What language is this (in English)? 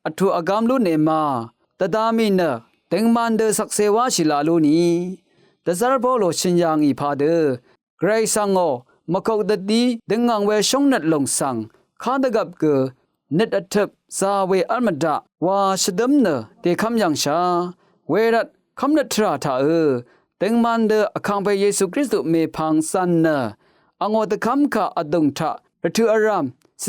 Rawang